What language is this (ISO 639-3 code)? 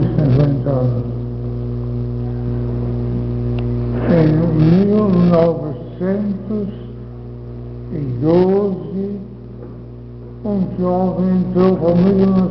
por